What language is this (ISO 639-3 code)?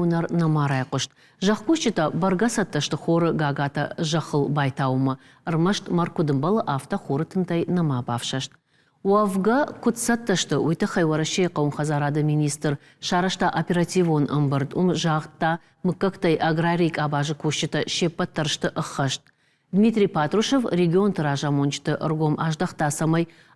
oss